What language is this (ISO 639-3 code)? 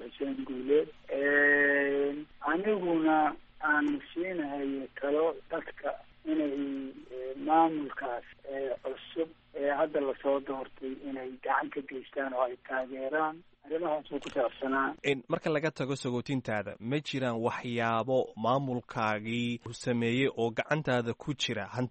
som